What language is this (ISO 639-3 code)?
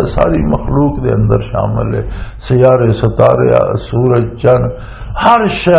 lah